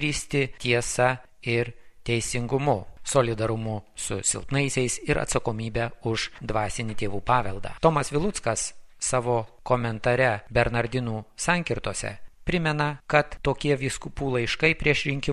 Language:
Lithuanian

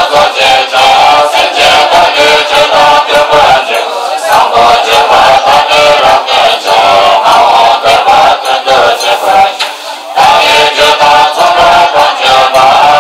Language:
Tibetan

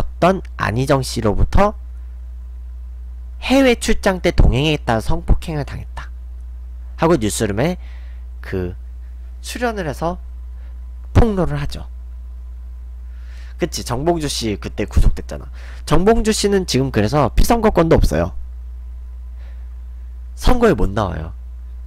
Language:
Korean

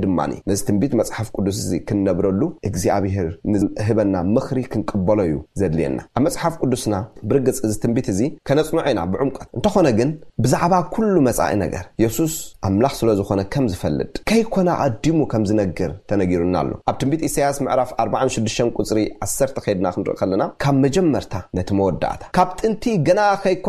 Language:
Tigrinya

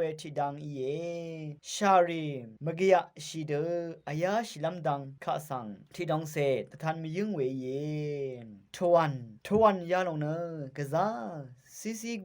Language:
Rawang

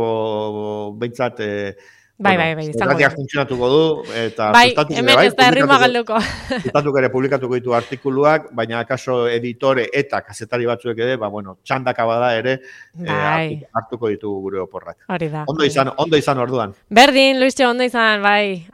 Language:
Basque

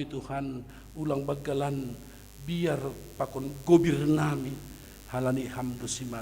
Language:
Batak Simalungun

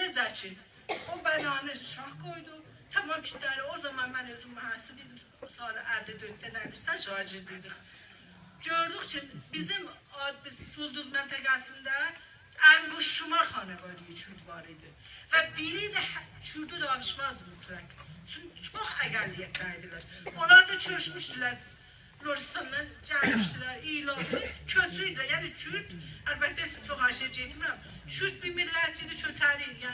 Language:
South Azerbaijani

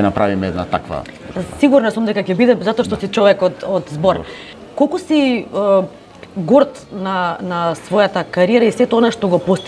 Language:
Macedonian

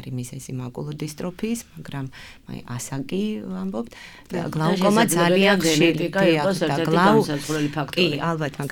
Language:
Georgian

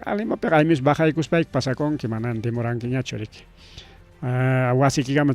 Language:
Ayacucho Quechua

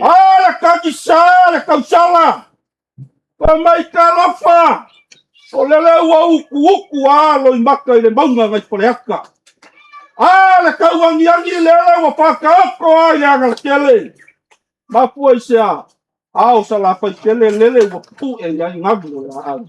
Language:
Samoan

